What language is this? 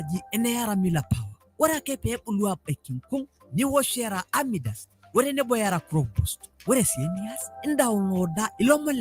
Masai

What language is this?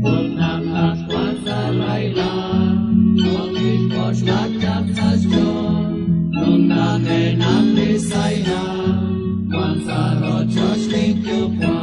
Kekchí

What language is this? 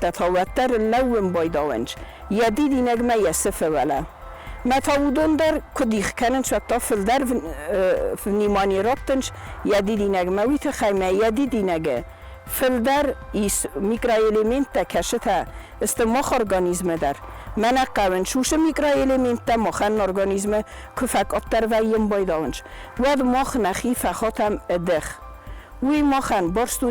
Ossetic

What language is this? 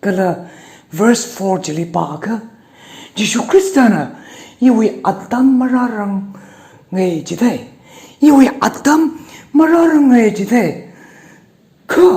Tangkhul Naga (India)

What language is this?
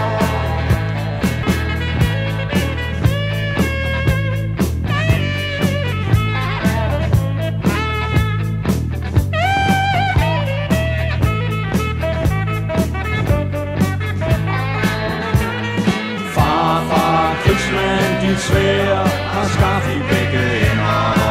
Danish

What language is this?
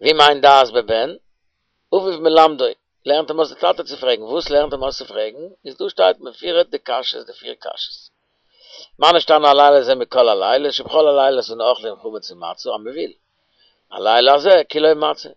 Yiddish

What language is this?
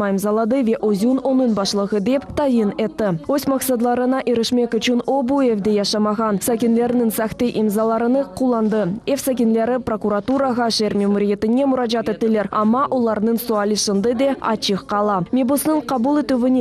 Crimean Tatar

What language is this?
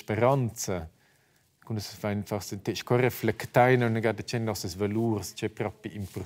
Romansh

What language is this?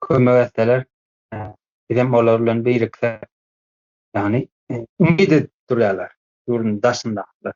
Turkmen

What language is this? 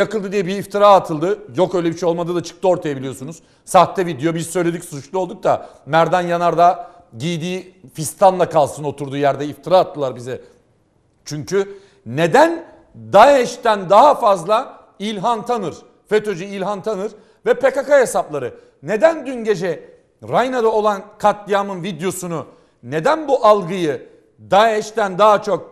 Turkish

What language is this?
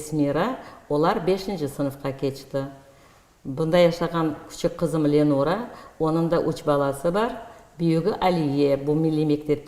Crimean Tatar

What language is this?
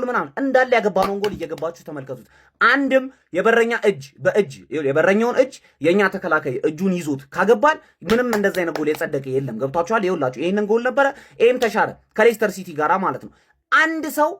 Amharic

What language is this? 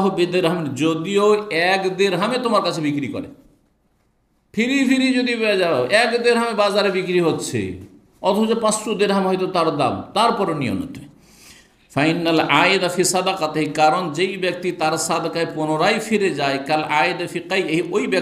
Bangla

